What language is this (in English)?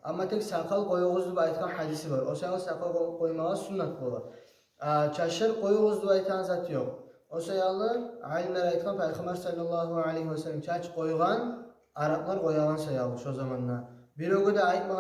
Kumyk